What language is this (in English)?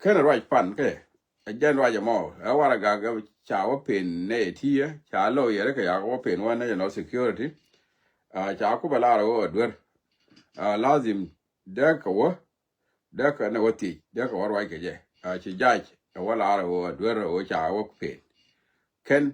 Nuer